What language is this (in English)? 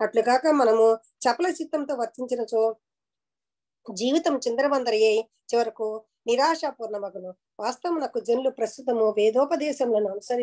Telugu